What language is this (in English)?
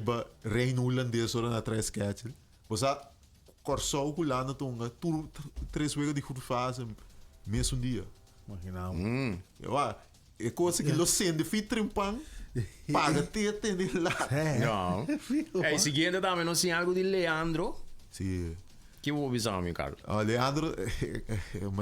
Papiamento